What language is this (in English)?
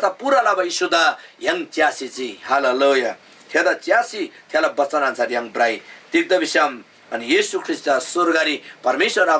Eastern Tamang